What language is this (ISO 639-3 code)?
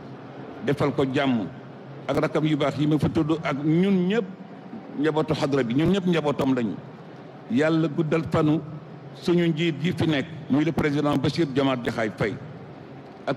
wol